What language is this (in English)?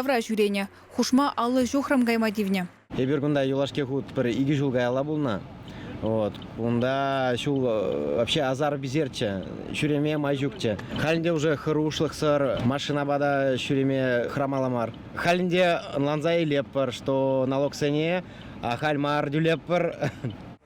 Chuvash